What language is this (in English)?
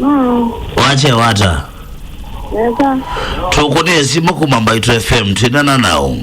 Kamba